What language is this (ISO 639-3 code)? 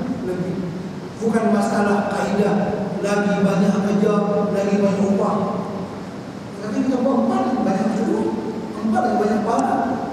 msa